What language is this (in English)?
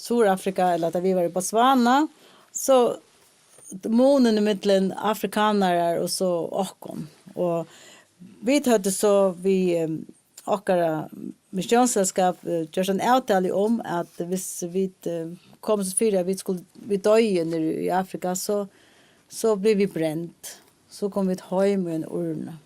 Faroese